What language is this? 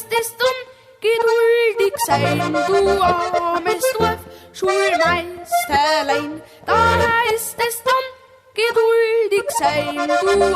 Bavarian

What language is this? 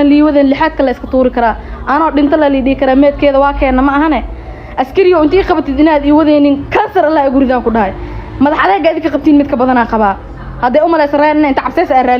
Somali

